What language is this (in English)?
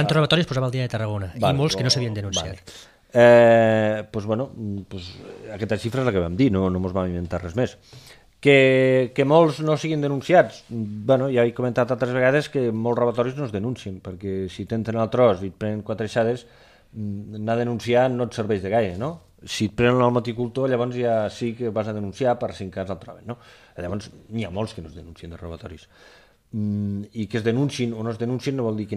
Catalan